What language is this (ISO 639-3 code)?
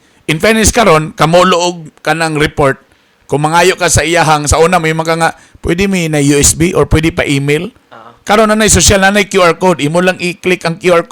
ceb